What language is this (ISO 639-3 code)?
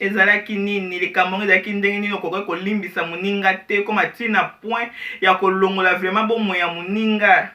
lin